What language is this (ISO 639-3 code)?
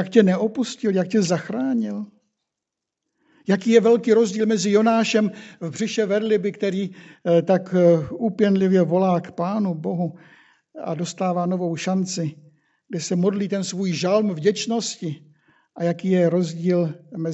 ces